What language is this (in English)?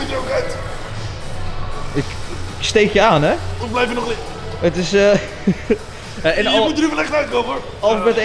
Dutch